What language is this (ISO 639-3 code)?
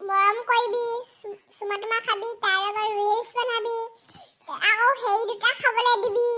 asm